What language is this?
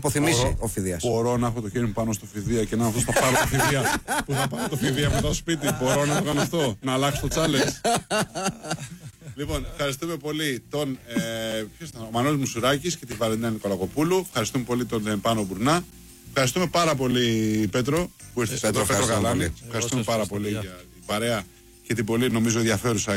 Greek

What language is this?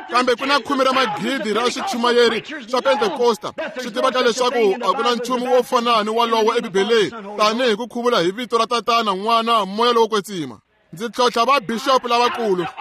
Tsonga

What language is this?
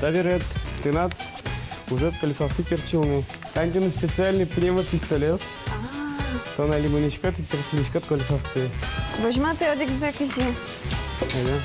Udmurt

